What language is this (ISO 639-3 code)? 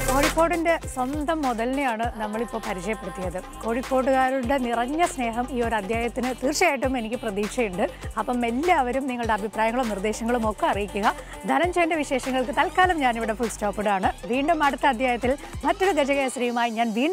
mal